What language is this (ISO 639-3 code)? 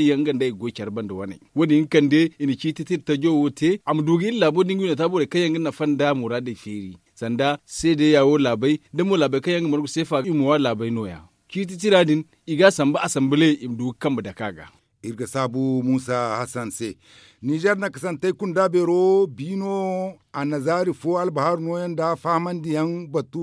dje